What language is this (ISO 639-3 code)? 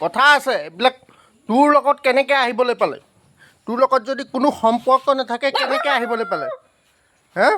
asm